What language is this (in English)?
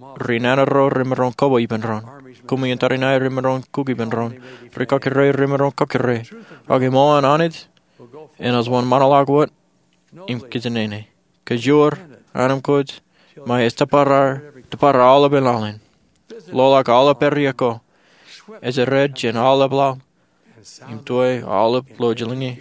Marshallese